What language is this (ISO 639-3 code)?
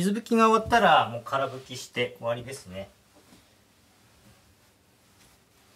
jpn